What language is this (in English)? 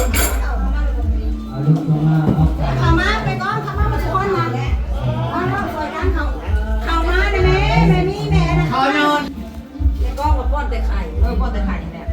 Lao